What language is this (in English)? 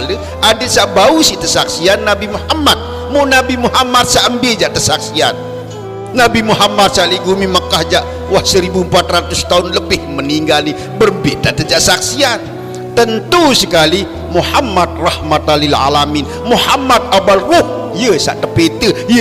Sasak